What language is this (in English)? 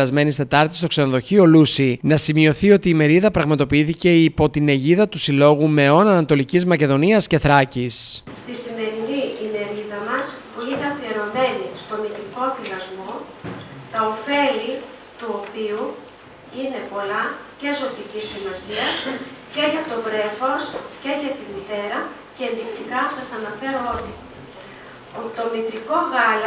Greek